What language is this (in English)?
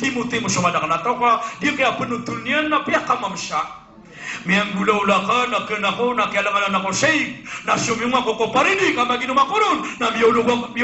Maranao